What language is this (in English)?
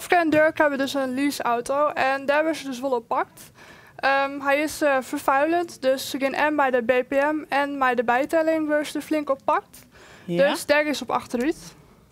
Western Frisian